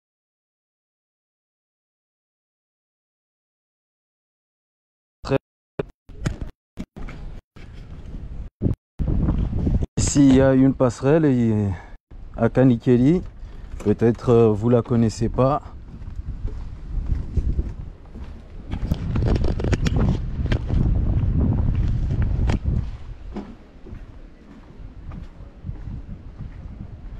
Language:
French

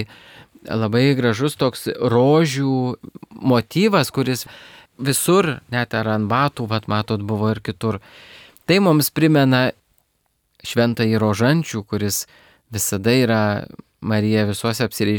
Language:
Lithuanian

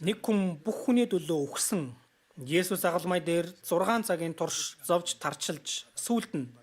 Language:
Mongolian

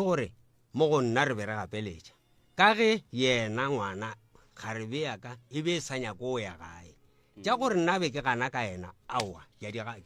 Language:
Northern Sotho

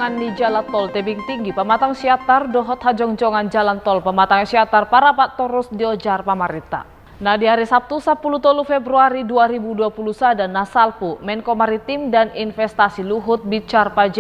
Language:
Batak Toba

